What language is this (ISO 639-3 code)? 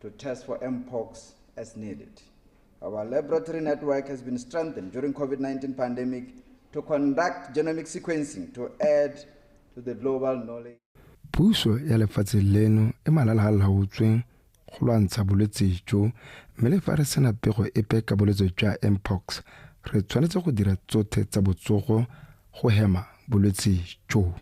tsn